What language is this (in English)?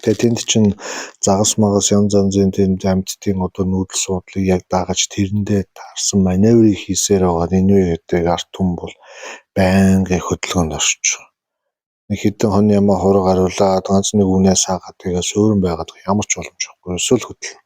Mongolian